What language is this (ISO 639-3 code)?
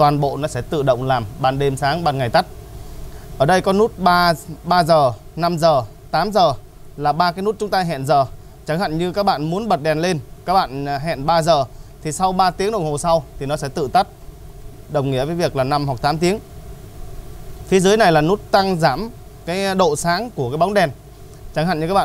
vie